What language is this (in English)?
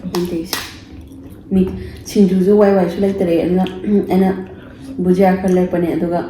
Manipuri